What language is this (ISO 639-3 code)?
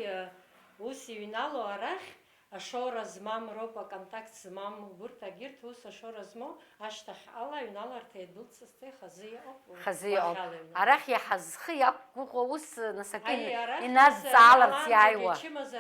abk